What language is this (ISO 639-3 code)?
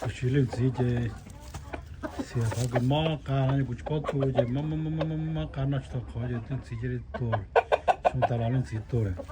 hmn